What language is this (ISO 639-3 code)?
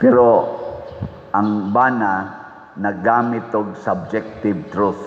ceb